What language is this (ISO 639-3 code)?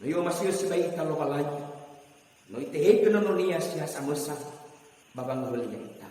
nia